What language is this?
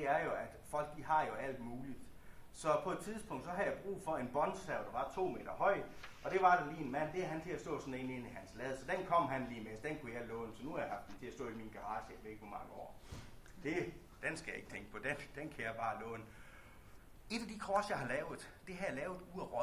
Danish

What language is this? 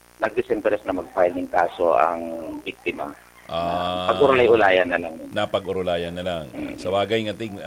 Bikol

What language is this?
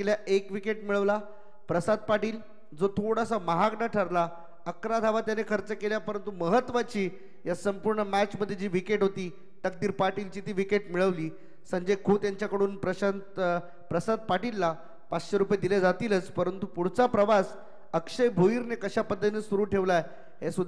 Marathi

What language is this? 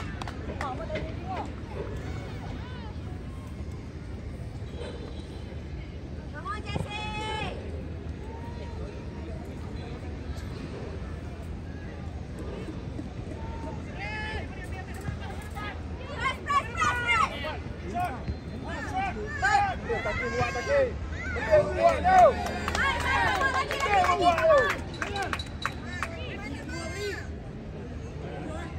Malay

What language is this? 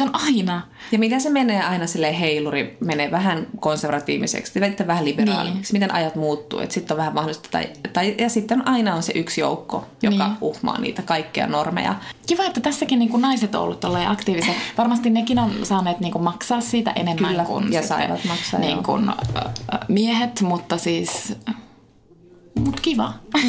Finnish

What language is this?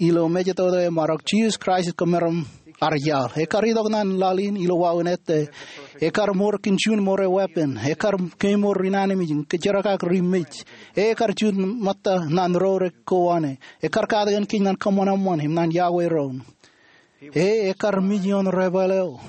Marshallese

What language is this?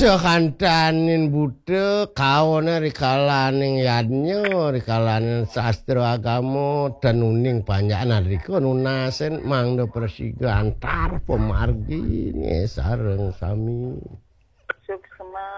Balinese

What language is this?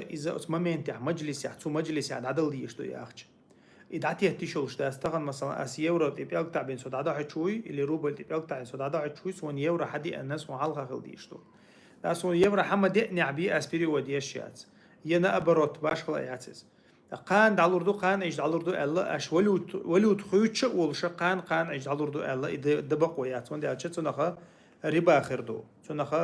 Chechen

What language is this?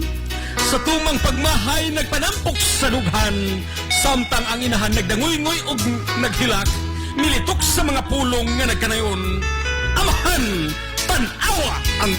Cebuano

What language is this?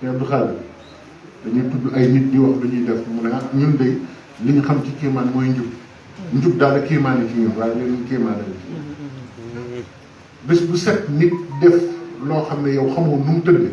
Wolof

